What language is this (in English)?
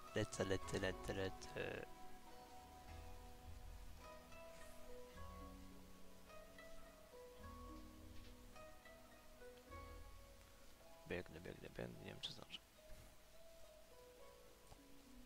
Polish